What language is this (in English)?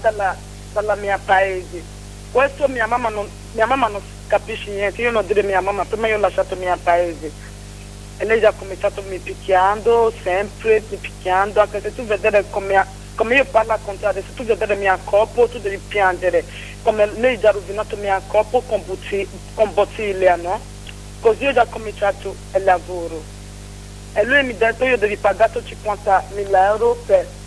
Italian